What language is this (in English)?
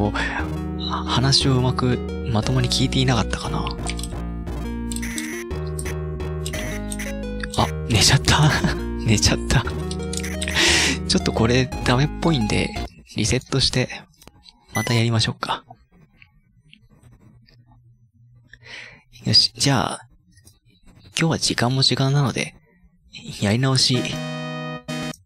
Japanese